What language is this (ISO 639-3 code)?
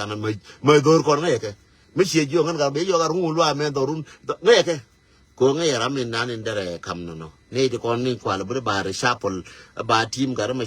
nus